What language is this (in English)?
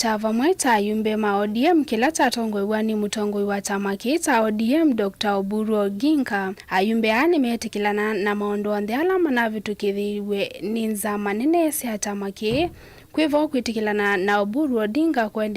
Kamba